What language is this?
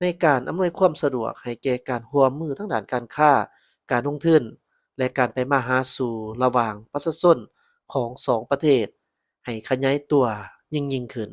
Lao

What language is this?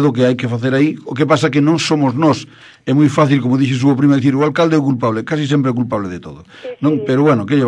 Galician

